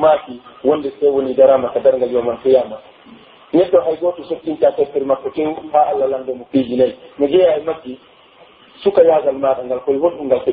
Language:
Pular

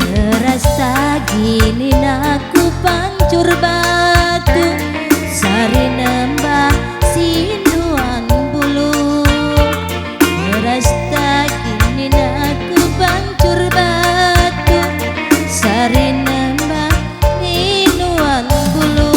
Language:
Batak Karo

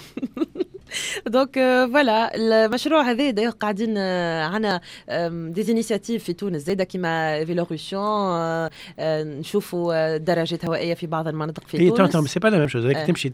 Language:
Tunisian Arabic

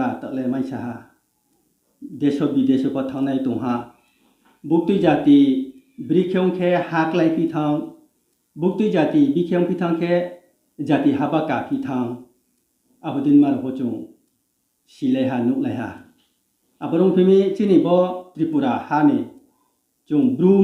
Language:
Riang (India)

